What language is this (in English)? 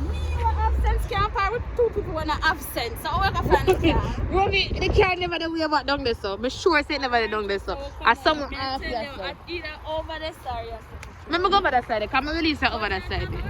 Jamaican Creole English